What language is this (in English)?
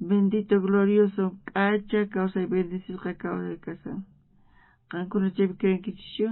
South Bolivian Quechua